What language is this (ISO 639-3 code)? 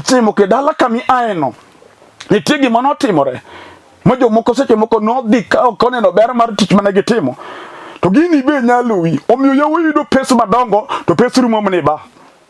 luo